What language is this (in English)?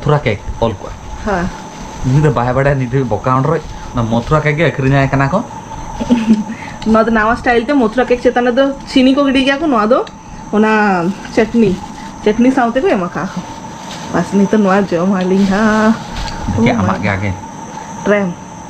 Santali